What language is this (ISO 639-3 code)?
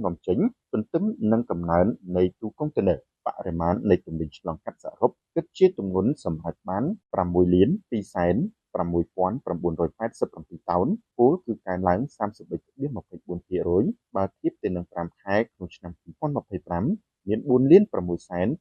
khm